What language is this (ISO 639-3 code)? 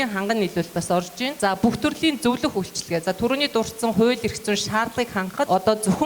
mon